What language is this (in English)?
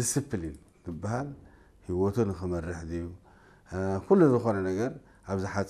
Tigrinya